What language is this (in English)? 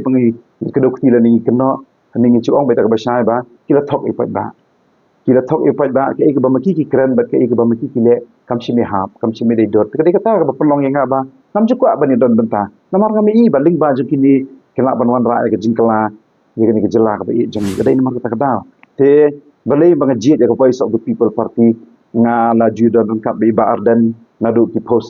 Khasi